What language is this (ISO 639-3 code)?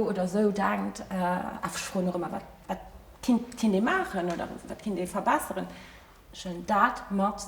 ltz